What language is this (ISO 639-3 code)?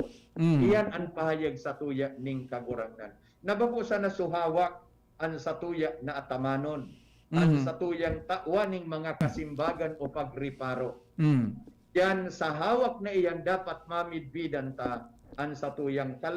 bik